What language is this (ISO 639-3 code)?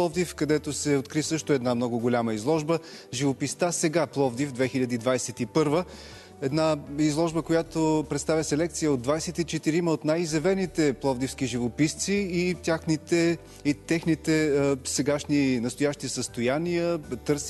bul